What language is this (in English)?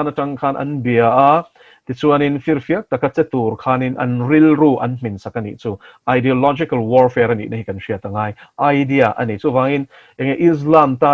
Mizo